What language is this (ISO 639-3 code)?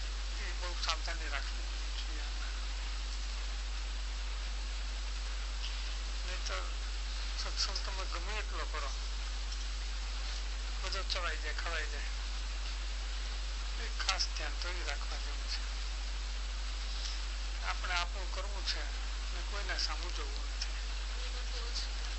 guj